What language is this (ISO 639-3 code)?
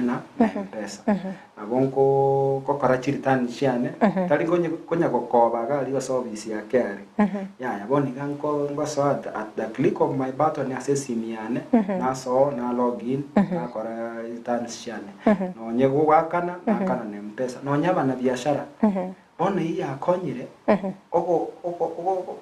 guz